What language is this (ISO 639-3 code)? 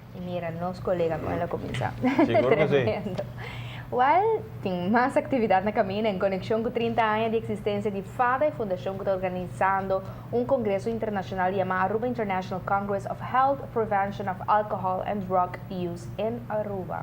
pap